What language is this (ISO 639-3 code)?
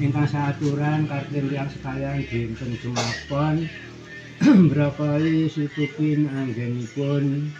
jav